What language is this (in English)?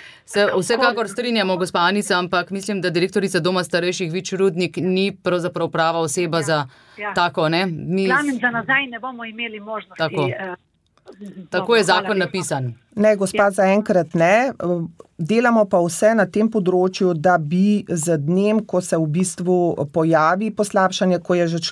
Slovenian